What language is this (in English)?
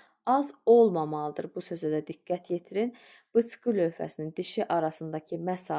Azerbaijani